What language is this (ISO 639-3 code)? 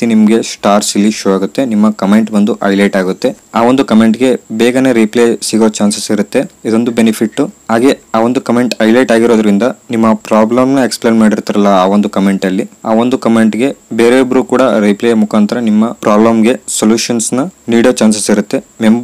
kan